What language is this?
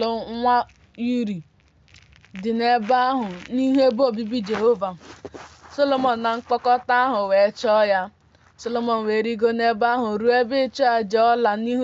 Igbo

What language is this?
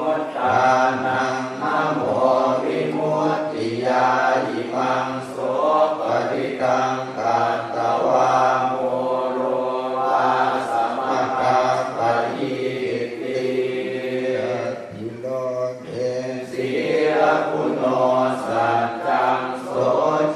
Pali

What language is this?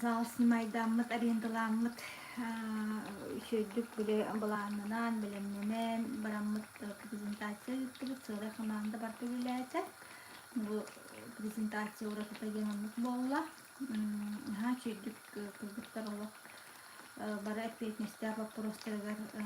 Yakut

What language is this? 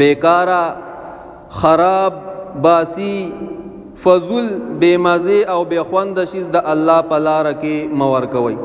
Pashto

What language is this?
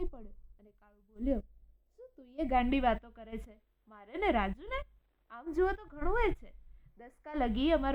Gujarati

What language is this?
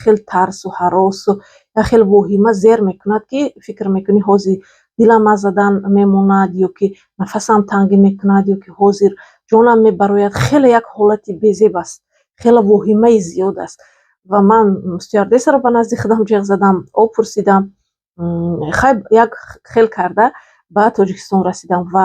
Tajik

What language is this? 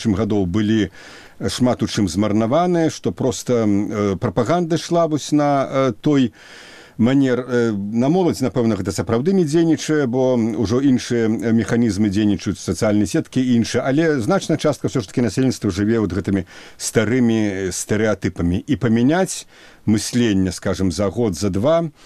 Belarusian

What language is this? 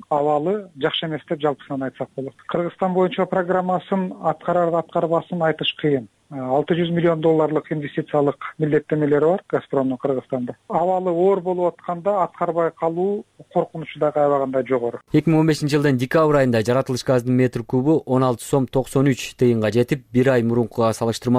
Kyrgyz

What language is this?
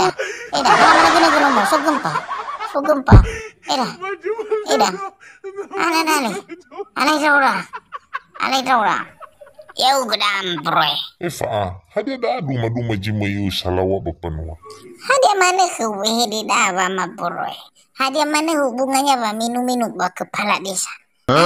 Nias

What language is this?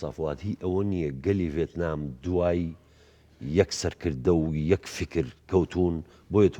Central Kurdish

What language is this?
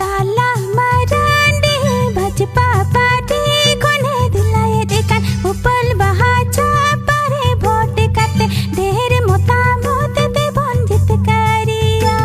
Santali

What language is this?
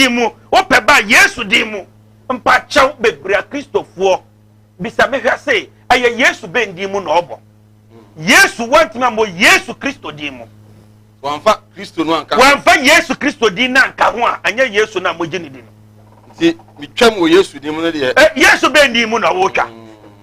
Akan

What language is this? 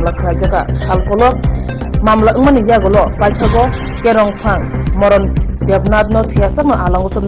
Kok Borok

